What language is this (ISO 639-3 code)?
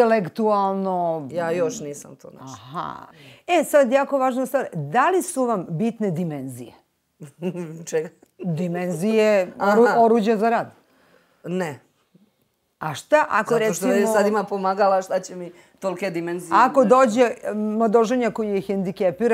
srp